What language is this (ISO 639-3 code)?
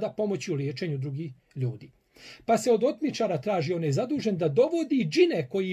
bos